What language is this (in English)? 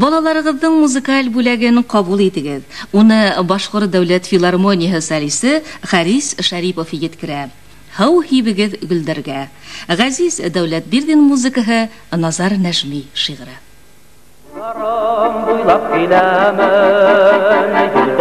Bashkir